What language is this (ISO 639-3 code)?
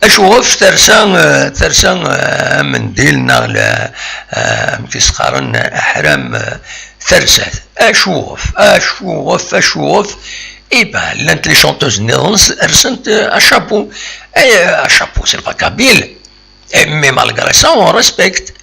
kab